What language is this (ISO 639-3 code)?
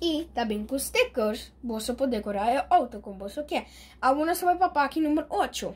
pap